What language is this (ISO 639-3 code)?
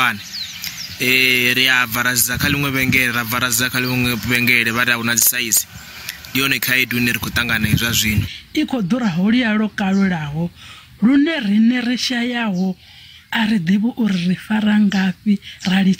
ven